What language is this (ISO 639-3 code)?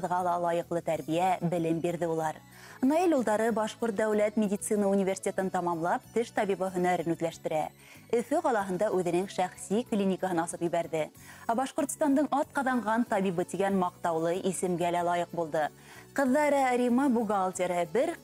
bak